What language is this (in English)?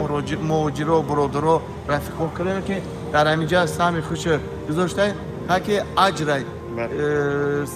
Tajik